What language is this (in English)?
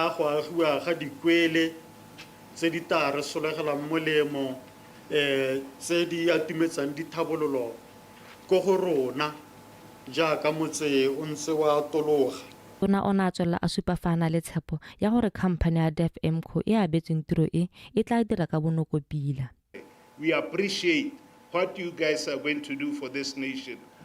Tswana